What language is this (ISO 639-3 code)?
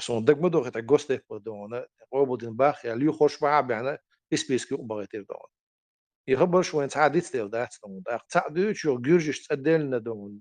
che